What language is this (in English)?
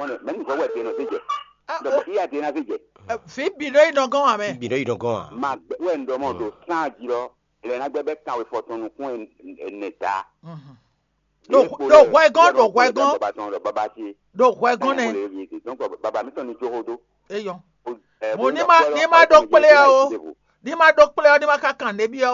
Fon